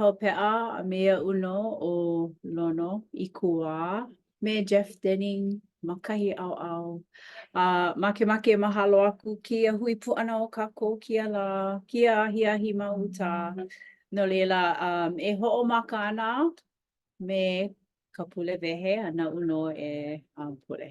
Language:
Hawaiian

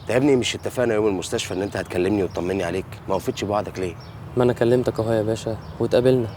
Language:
Egyptian Arabic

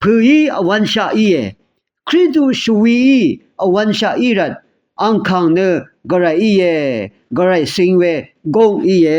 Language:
Rawang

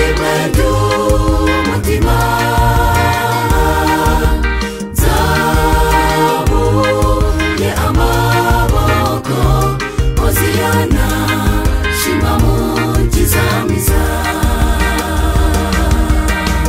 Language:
Kinyarwanda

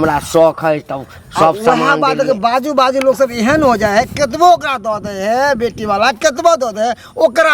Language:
Maithili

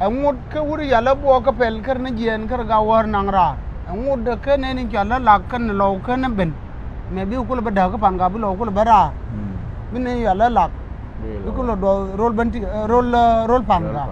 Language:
Nuer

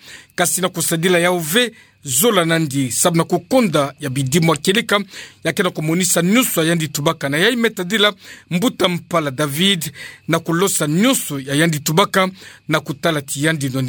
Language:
Kituba (Democratic Republic of Congo)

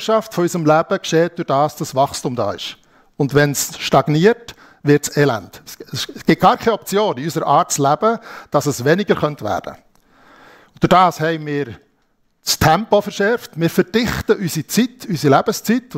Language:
Swiss German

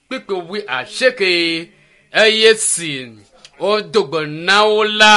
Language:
Ewe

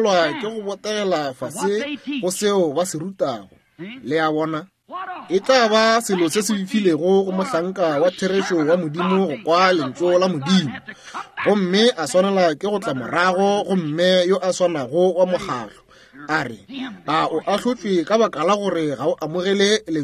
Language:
Northern Sotho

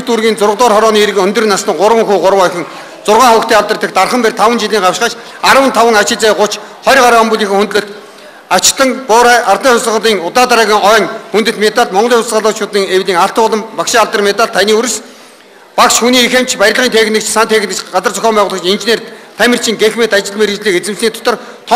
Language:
Mongolian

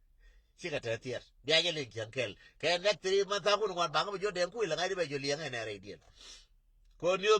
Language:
Nuer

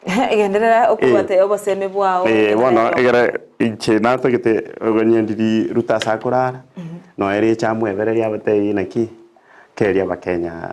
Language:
Gusii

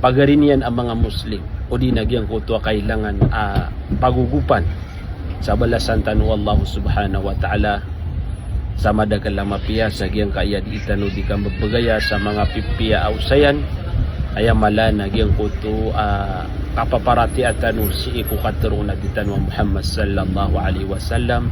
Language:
Maranao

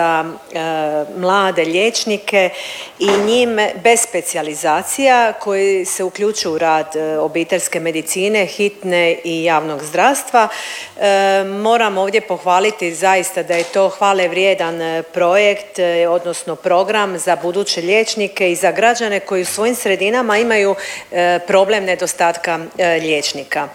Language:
Croatian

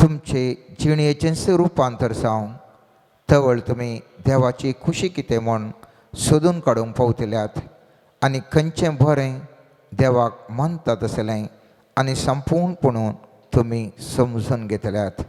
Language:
Konkani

